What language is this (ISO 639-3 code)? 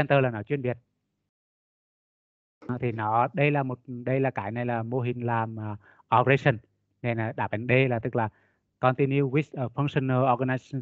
vie